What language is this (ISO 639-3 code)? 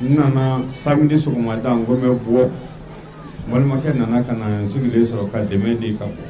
bam